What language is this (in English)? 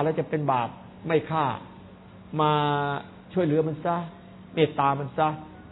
Thai